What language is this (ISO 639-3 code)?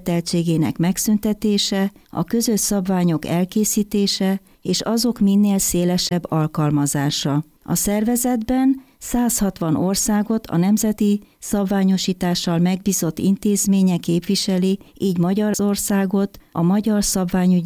hun